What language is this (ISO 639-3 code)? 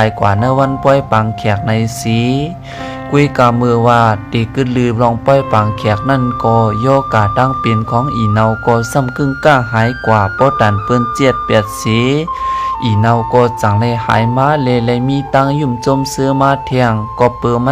shn